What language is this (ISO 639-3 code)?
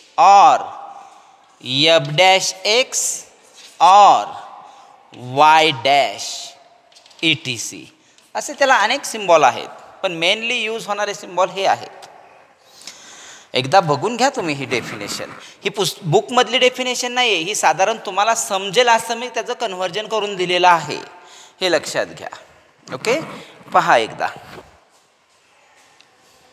mar